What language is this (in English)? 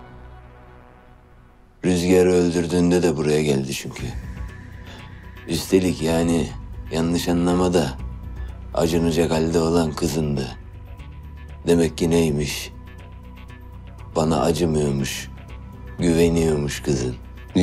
Turkish